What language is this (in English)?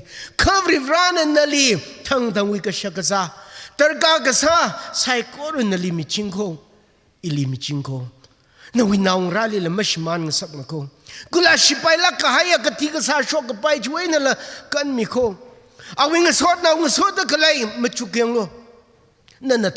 Tangkhul Naga (India)